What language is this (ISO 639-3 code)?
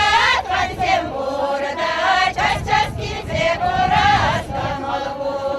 chv